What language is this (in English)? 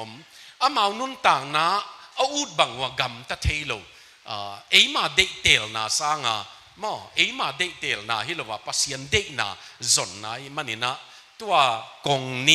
Tedim Chin